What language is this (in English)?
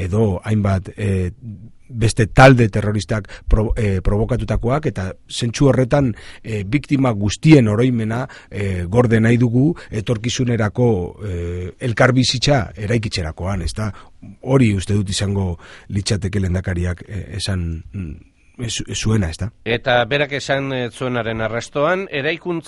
Basque